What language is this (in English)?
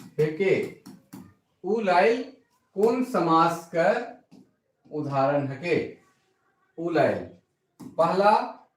Sadri